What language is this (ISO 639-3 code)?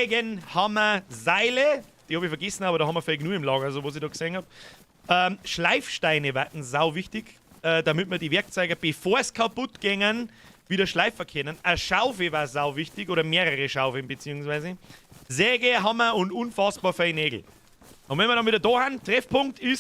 bar